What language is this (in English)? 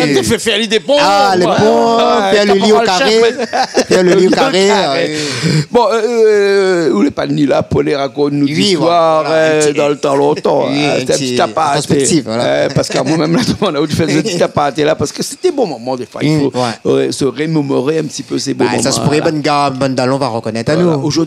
Réunion Creole French